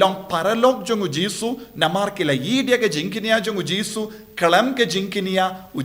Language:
Khasi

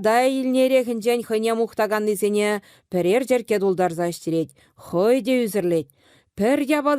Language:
Chuvash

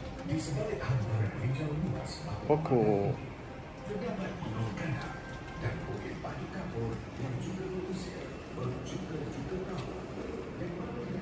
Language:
Malay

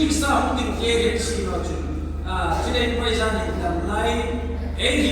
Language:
Hmar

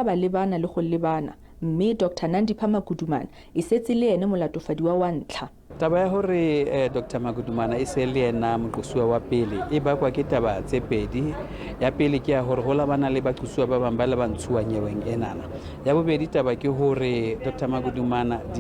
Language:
Tswana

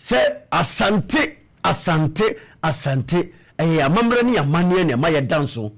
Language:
Akan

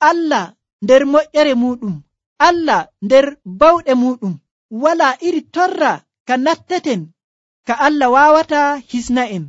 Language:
Nigerian Fulfulde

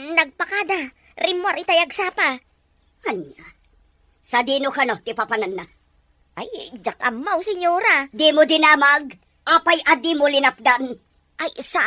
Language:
Iloko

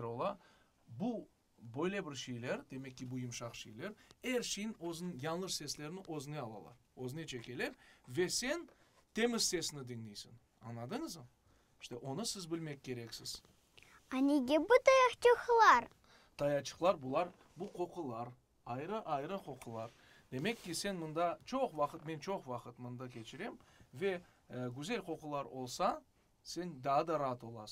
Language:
Crimean Tatar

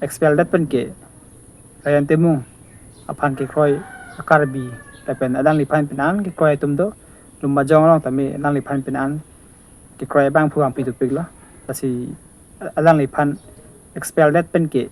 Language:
Karbi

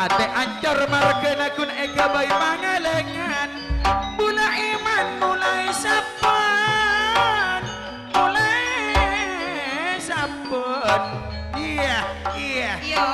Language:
Madurese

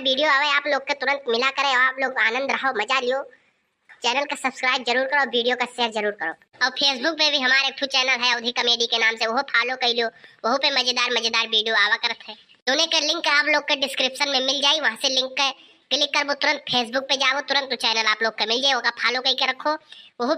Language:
Awadhi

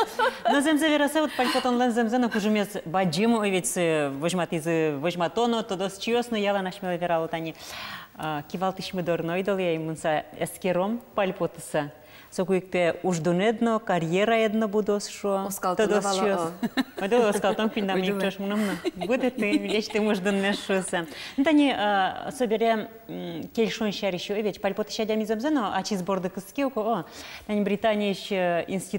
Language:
Udmurt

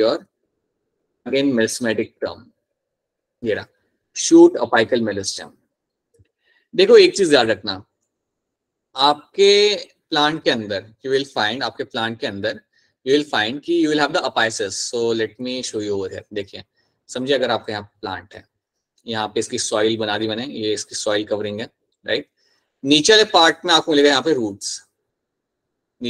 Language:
Hindi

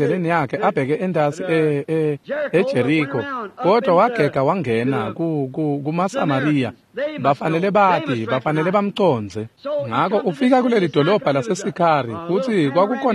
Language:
Swati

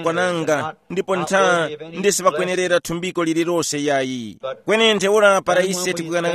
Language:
Tumbuka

